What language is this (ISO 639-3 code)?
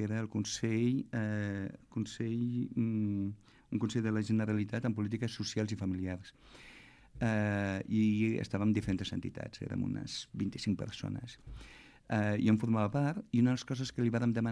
cat